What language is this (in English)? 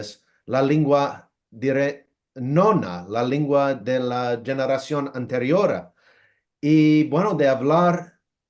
Ladino